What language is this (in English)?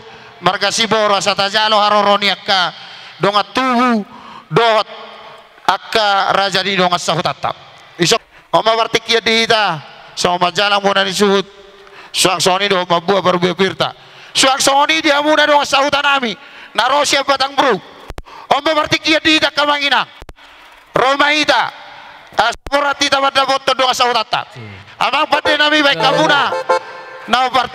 Batak Toba